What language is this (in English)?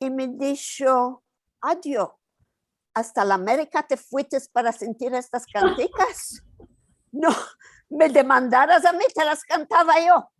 Ladino